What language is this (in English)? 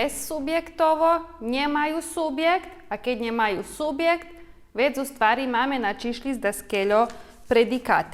Rusyn